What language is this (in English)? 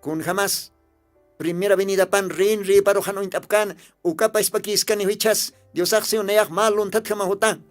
Aymara